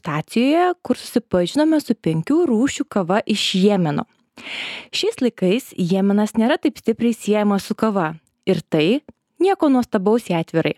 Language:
Lithuanian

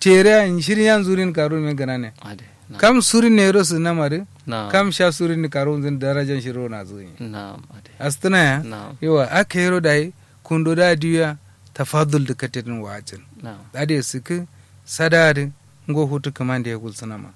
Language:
Kanuri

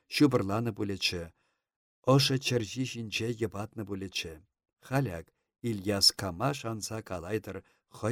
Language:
Chuvash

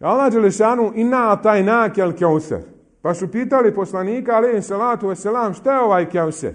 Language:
Bosnian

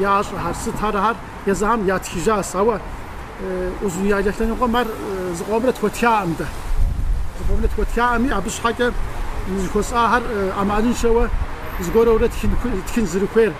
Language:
Kabardian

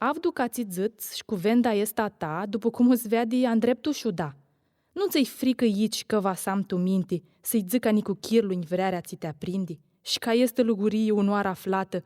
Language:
Aromanian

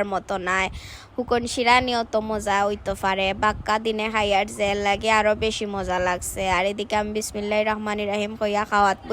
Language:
Sylheti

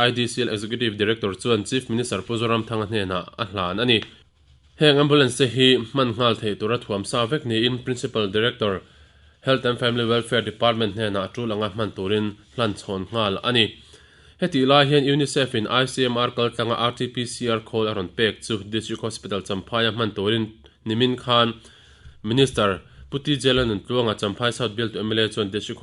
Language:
Mizo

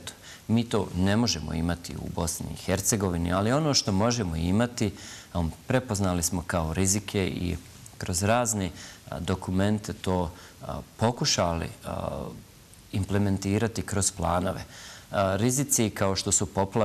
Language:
Bosnian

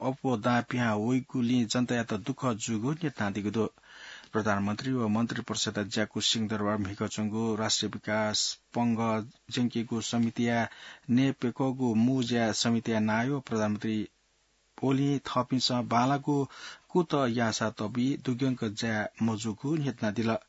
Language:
Newari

